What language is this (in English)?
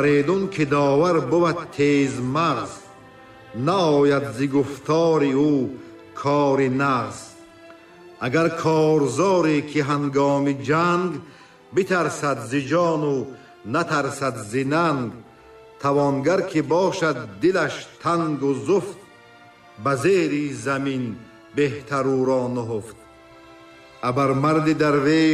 Tajik